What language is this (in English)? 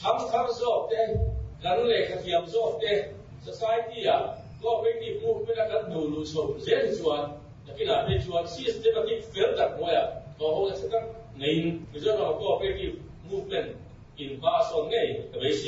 Mizo